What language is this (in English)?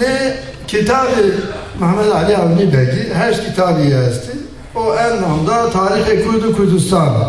Zaza